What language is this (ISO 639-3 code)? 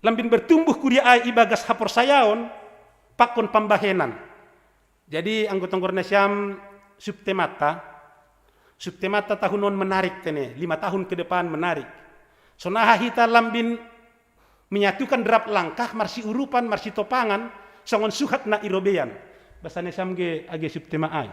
bts